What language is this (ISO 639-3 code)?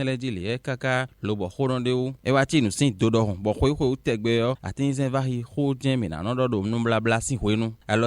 fon